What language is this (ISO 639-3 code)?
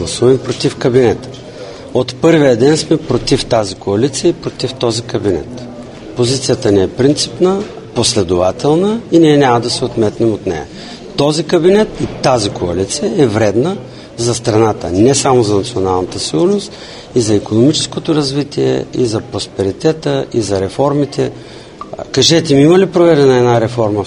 bul